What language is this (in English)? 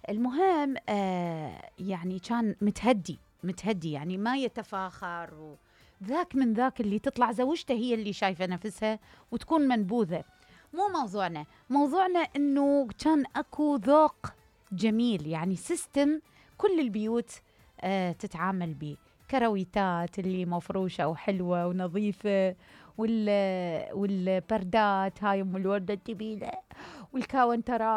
Mesopotamian Arabic